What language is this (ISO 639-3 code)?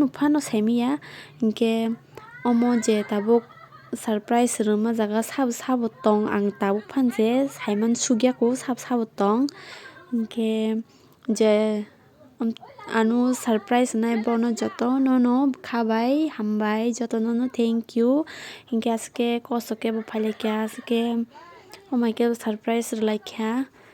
trp